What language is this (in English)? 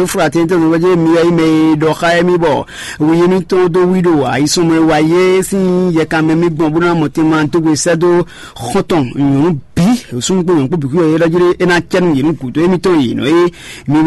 Fon